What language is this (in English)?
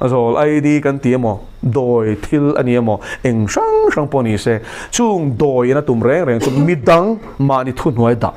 Mizo